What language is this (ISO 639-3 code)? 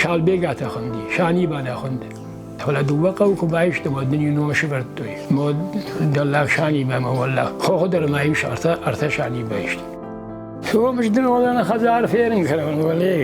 oss